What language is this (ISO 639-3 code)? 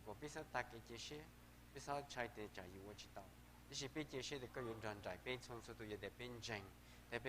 hmn